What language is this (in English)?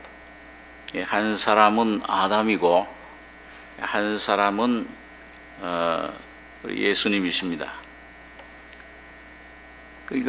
Korean